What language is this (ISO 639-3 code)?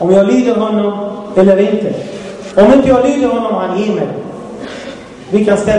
swe